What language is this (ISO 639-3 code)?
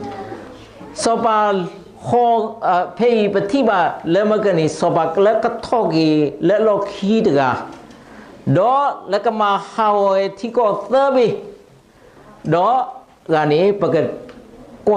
ksw